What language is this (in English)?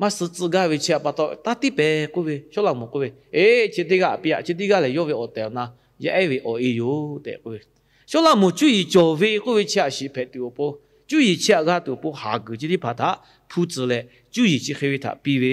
Lahu